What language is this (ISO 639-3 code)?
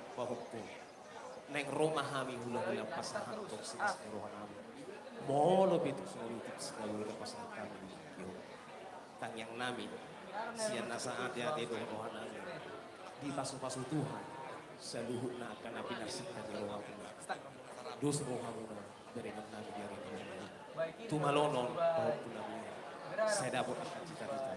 bbc